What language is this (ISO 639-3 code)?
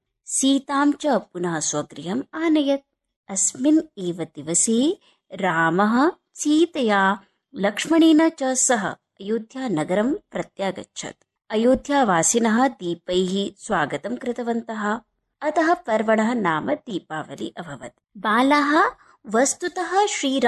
san